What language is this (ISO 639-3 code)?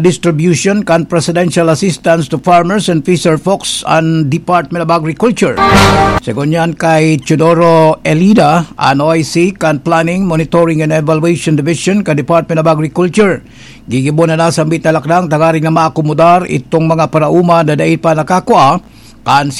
bik